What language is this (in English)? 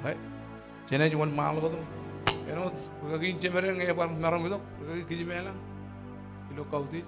Marshallese